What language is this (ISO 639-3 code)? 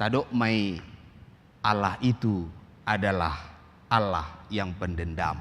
bbc